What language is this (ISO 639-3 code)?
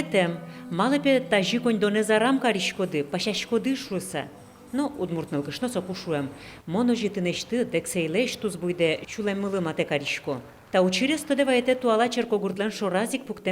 udm